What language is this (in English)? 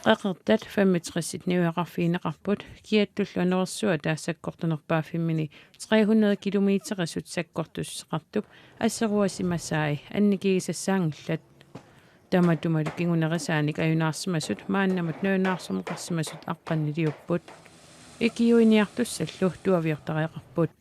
Kalaallisut